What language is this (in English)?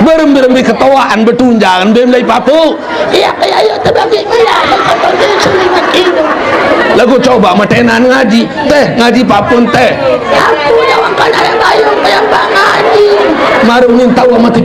Sasak